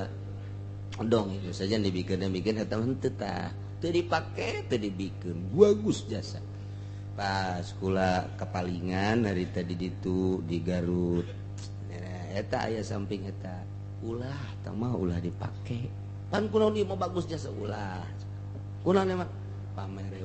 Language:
Sundanese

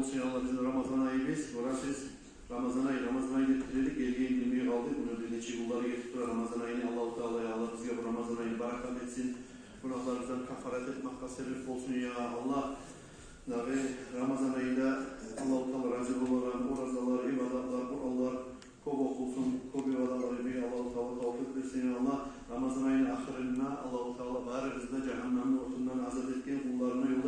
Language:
Kumyk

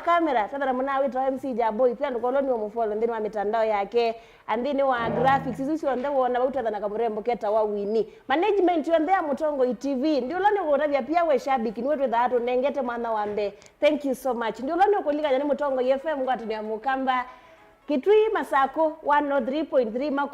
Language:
Kamba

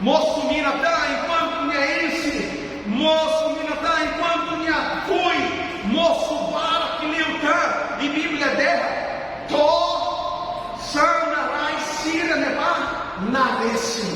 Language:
Tetum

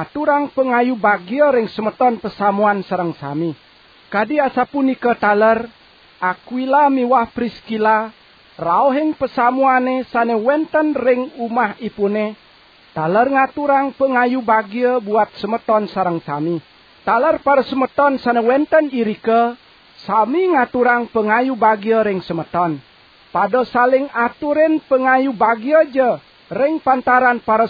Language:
Balinese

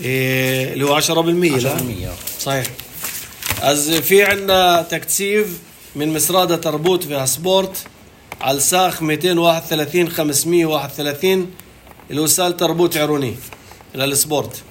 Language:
North Levantine Arabic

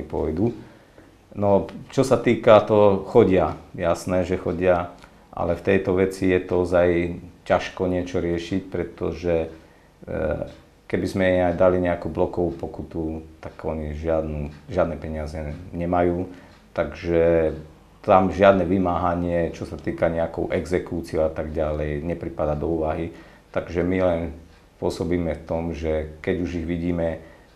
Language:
Slovak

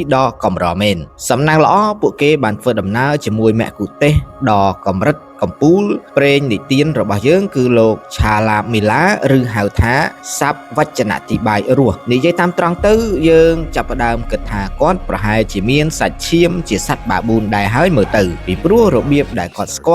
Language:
Khmer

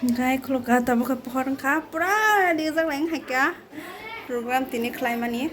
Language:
Kok Borok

